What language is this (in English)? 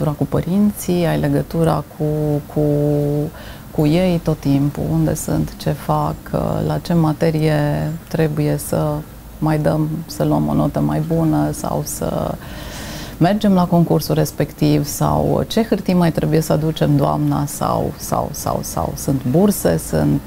Romanian